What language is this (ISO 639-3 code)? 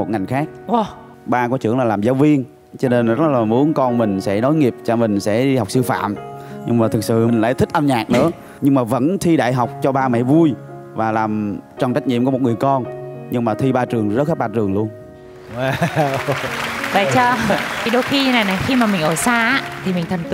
vie